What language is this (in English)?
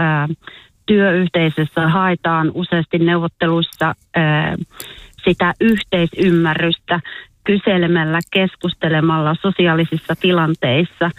Finnish